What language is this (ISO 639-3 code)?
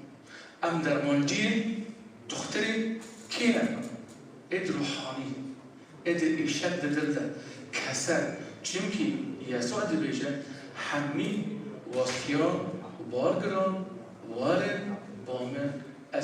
kur